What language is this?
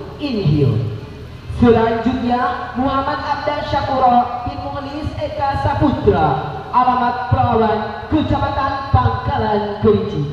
Indonesian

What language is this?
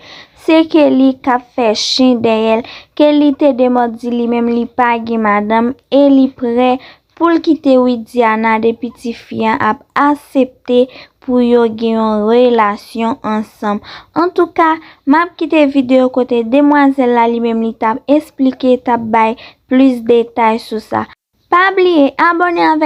Haitian Creole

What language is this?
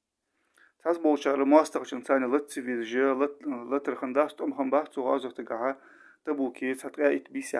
Ingush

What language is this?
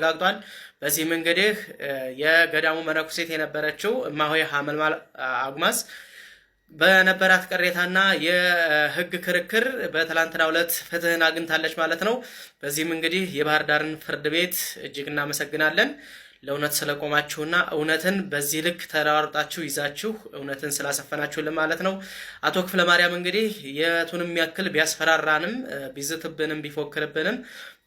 Amharic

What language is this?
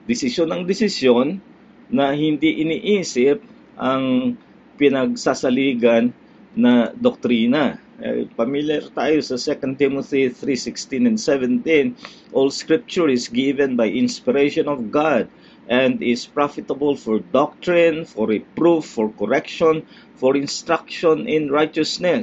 Filipino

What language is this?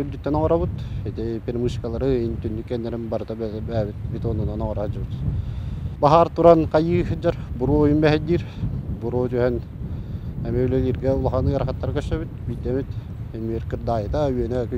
Yakut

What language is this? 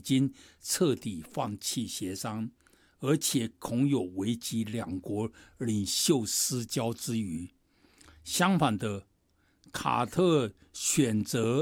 Chinese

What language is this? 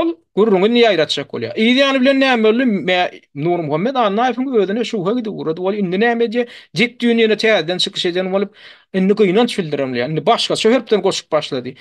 Turkmen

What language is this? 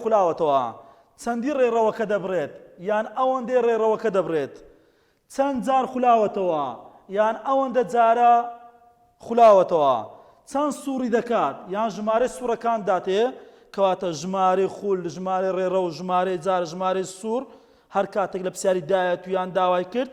Central Kurdish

